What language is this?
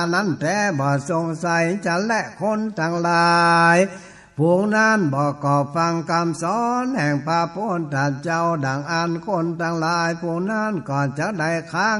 Northern Thai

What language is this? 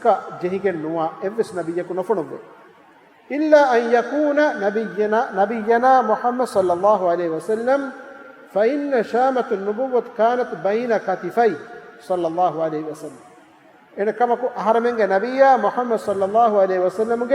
Divehi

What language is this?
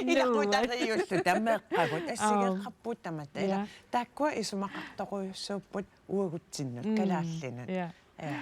Kalaallisut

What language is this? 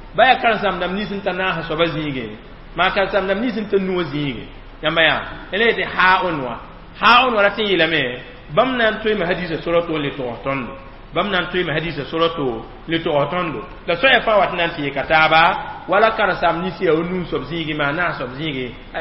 Mossi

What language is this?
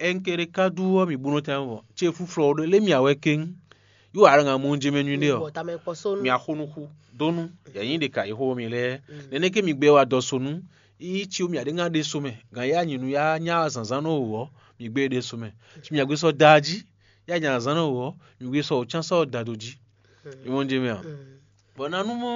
Fon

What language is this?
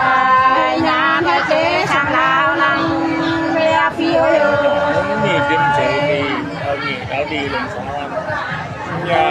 Nung (Viet Nam)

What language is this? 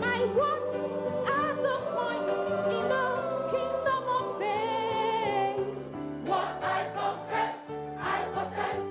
Ewe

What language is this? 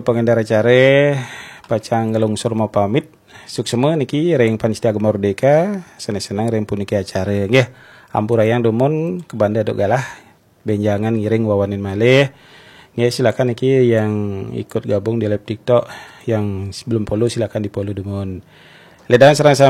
Balinese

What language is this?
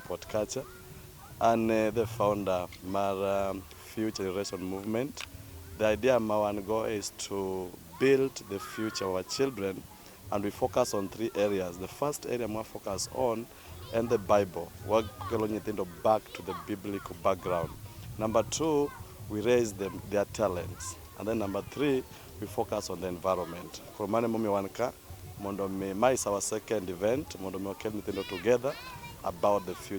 Luo (Kenya and Tanzania)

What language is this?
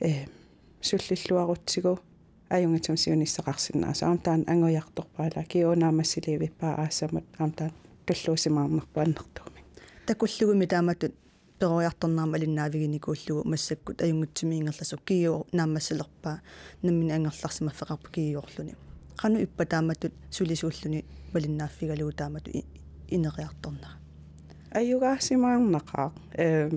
Kalaallisut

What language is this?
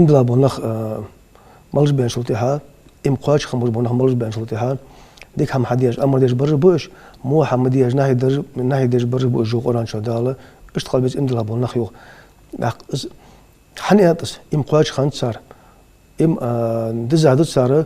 Ingush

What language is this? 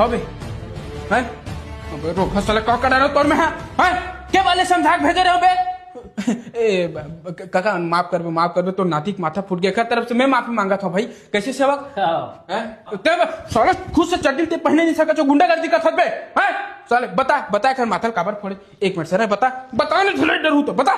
Chhattisgarhi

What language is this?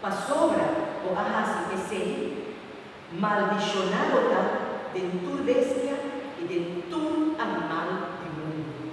Papiamento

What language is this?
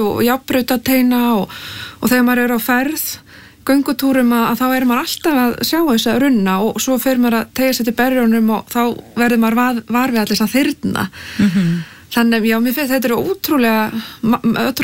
Icelandic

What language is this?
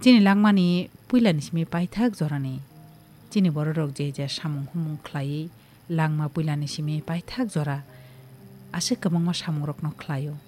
Kok Borok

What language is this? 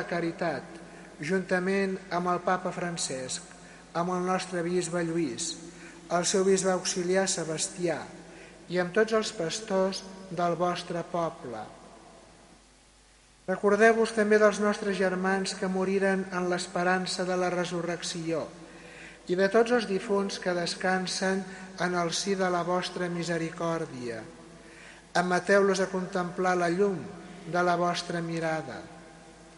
Catalan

